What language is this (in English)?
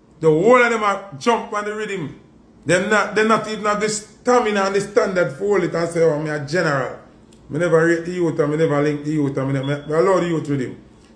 Jamaican Creole English